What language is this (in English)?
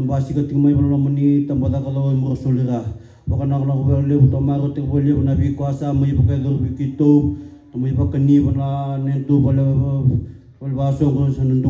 Fijian